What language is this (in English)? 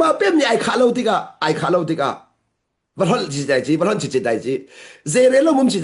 Hakha Chin